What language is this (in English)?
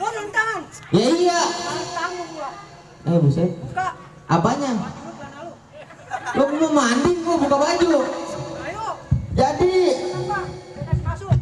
Betawi